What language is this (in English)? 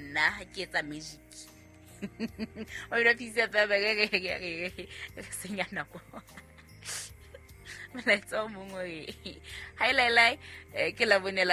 Southern Sotho